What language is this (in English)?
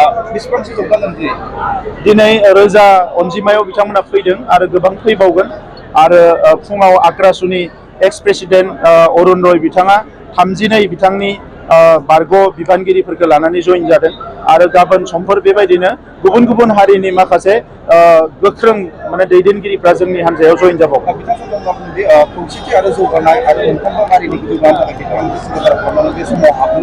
Bodo